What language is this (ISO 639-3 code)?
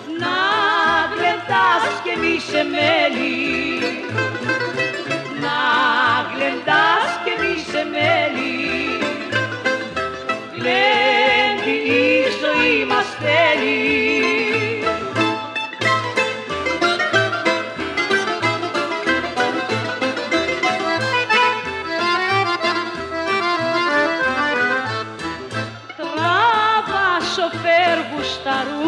ell